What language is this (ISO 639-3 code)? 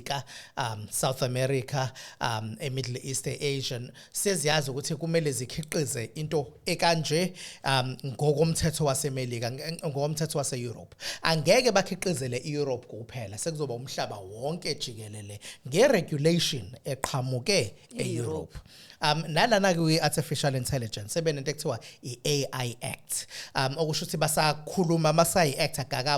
zul